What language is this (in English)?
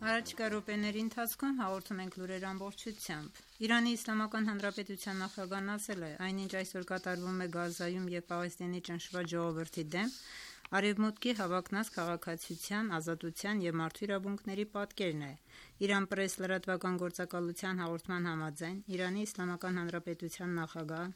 Armenian